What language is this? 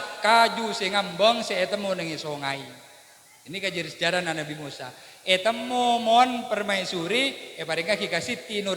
Madurese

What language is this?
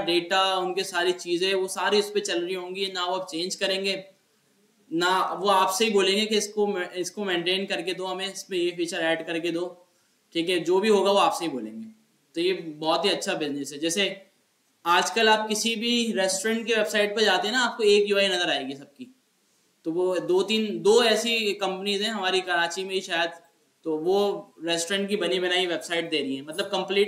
Hindi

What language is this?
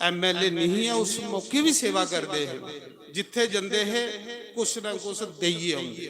Dogri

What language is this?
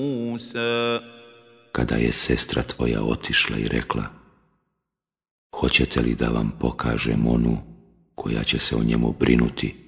Bosnian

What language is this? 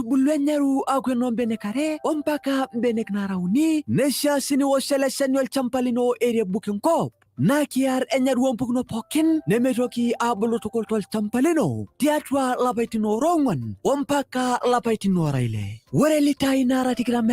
Masai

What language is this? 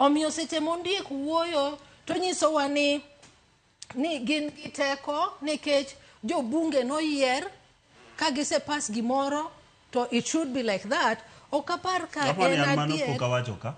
Luo (Kenya and Tanzania)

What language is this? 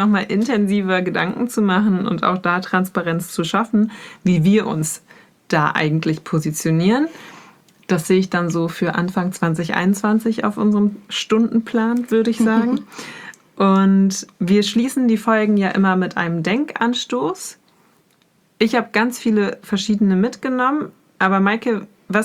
German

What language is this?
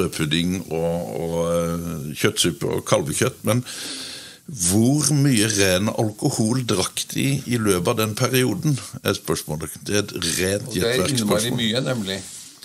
Norwegian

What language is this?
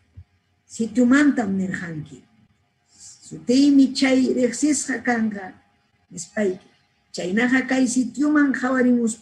Ayacucho Quechua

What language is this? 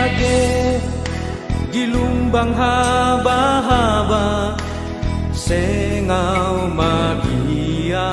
Batak Simalungun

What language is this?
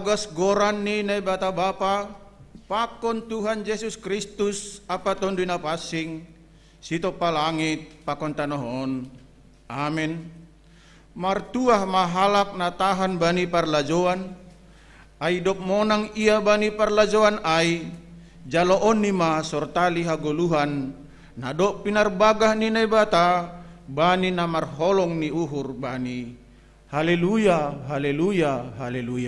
Batak Simalungun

